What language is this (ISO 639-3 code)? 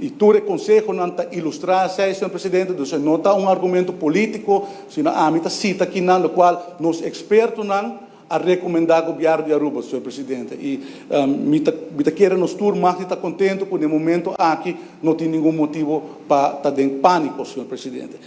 pap